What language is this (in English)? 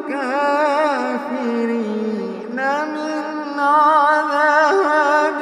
Divehi